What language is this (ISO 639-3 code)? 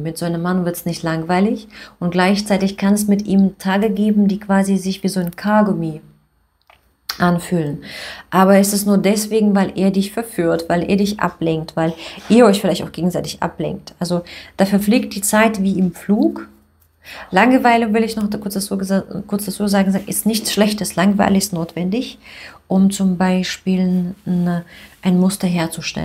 deu